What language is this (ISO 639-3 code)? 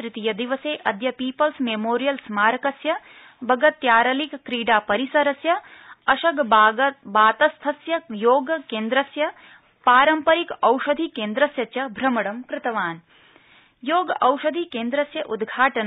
san